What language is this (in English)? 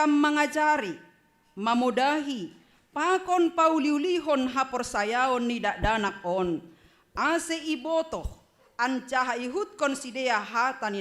Batak Simalungun